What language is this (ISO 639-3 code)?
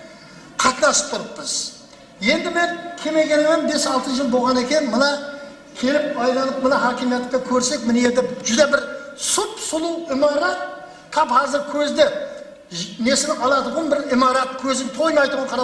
kaa